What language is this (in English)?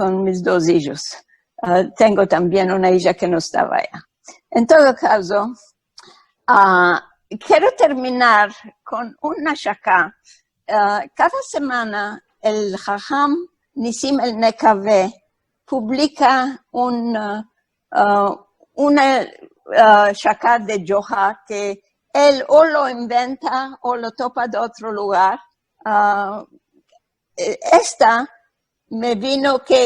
Ladino